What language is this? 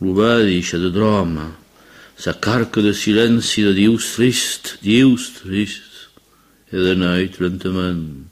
Occitan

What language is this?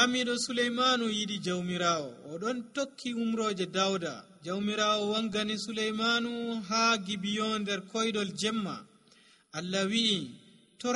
Nigerian Fulfulde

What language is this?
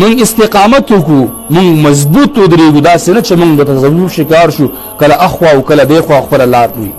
Pashto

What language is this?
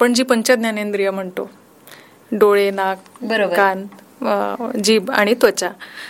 Marathi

